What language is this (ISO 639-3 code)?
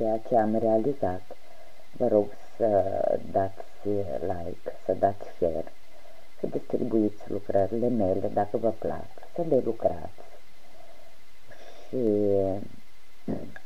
ron